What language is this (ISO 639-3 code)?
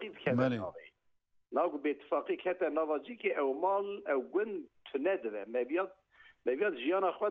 kur